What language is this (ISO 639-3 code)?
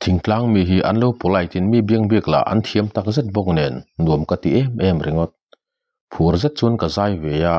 lus